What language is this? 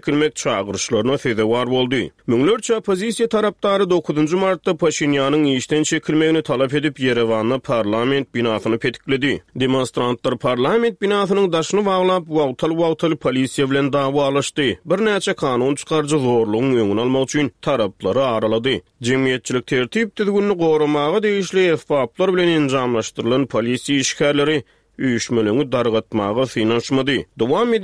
Turkmen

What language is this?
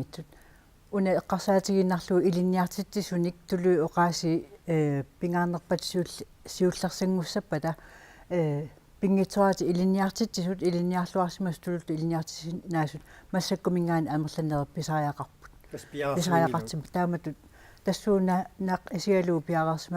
Kalaallisut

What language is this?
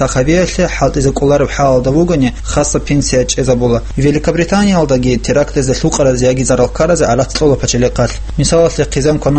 Avaric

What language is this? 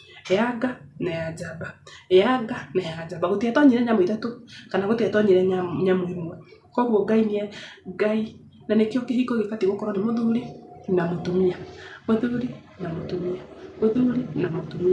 Kikuyu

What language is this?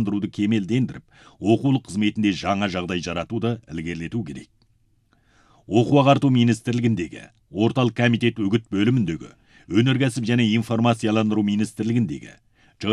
Kazakh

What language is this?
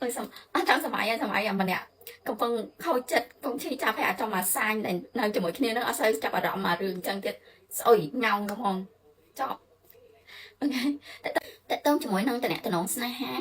Khmer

